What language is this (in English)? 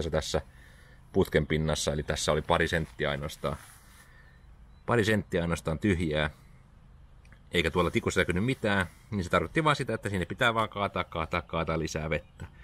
Finnish